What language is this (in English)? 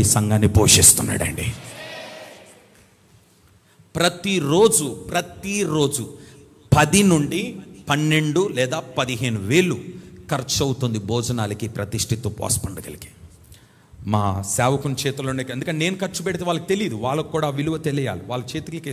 Telugu